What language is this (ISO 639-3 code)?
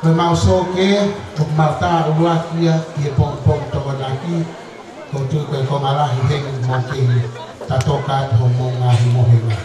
ton